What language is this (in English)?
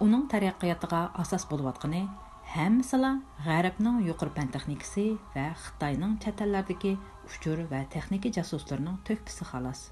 Uyghur